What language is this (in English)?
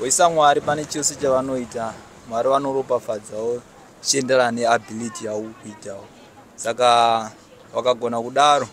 Shona